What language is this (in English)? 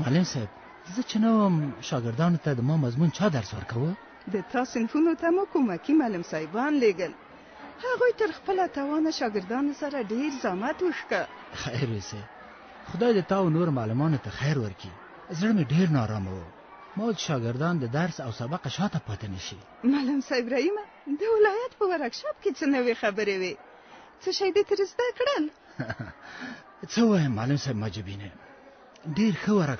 Pashto